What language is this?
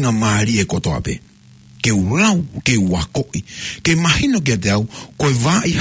Tongan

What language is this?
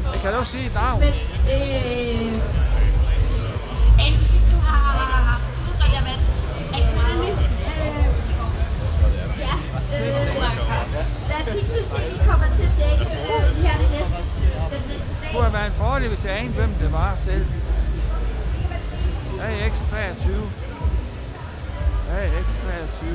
Danish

